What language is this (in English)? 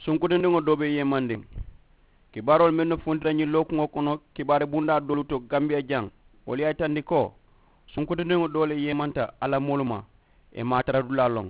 Mandingo